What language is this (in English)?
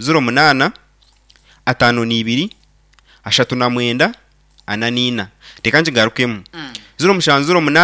Nyankole